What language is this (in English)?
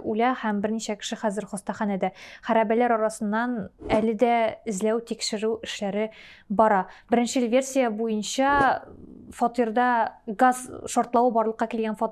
Tatar